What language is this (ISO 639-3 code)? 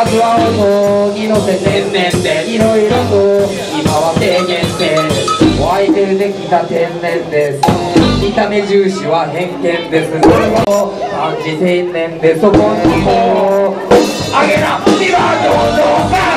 jpn